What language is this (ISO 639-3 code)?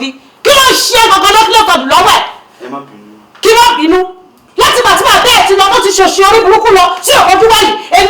yor